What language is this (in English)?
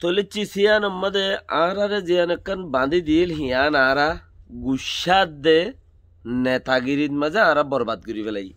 Rohingya